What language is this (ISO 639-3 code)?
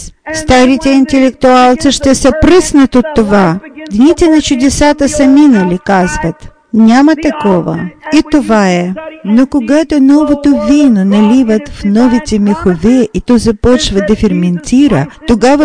bul